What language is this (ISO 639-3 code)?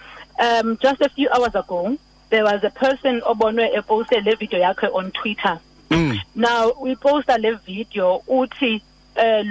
xho